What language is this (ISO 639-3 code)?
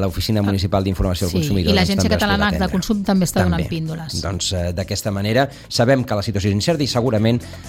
cat